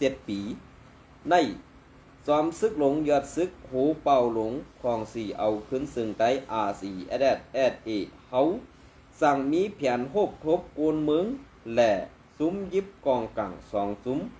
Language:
Shan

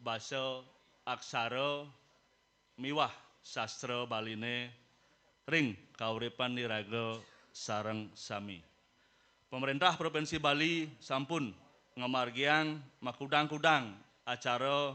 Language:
Balinese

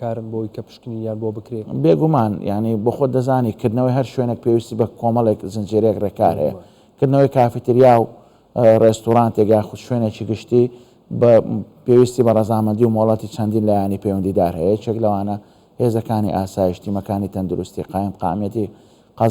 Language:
Central Kurdish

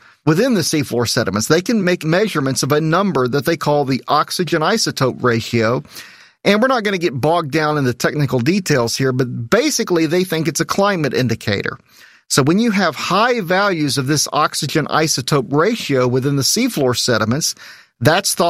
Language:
English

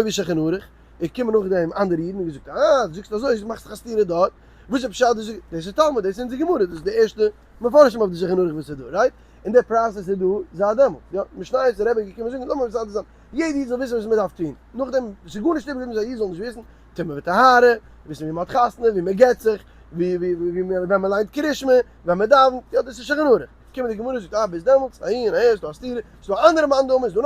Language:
Yiddish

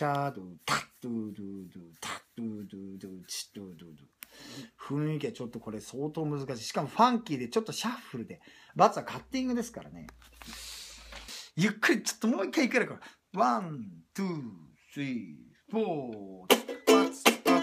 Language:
Japanese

